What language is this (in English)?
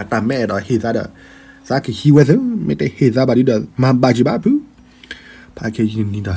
S'gaw Karen